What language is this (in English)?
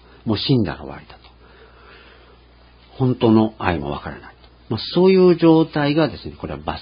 Japanese